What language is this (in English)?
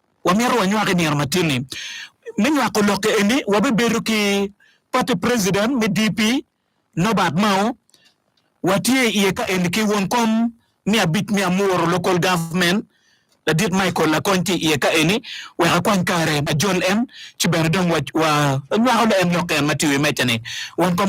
Acoli